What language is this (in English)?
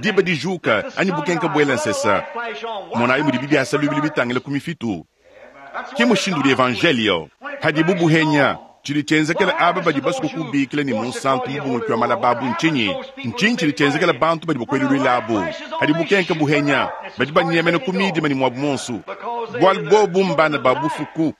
Luba-Lulua